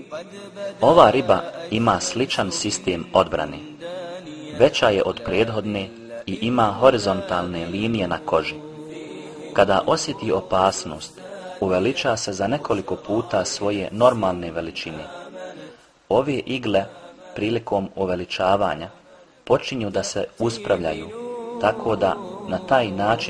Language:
Bosnian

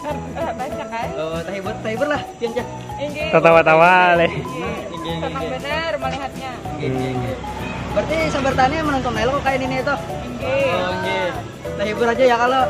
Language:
Banjar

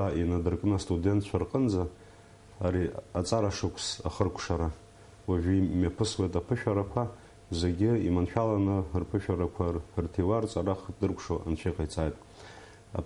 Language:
Abkhazian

